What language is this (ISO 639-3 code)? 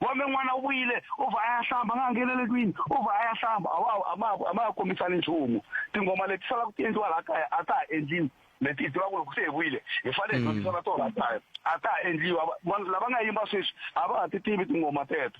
tso